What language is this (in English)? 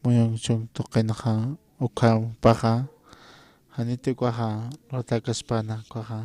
Aymara